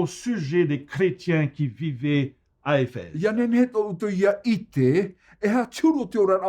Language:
Tahitian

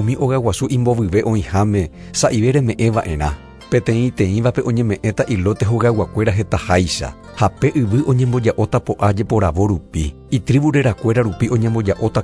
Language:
Guarani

